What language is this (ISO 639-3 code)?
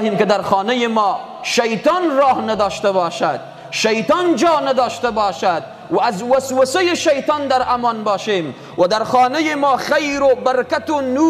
fas